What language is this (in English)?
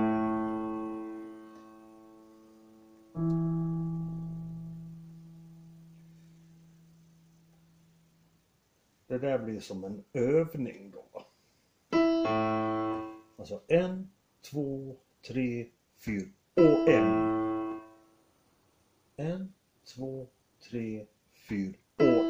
Swedish